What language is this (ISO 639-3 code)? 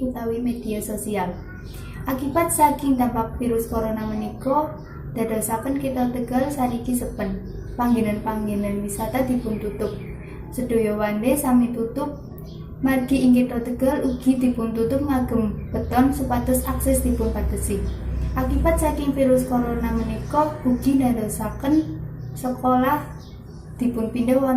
jav